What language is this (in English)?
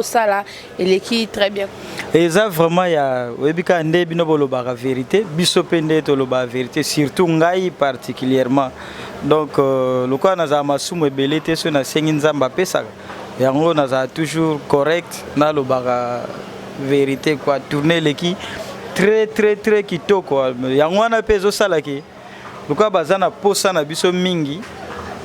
Lingala